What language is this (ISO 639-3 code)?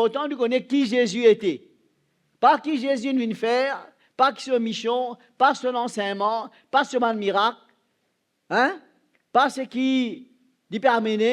mfe